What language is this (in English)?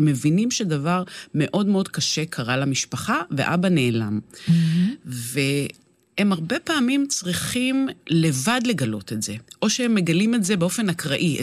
Hebrew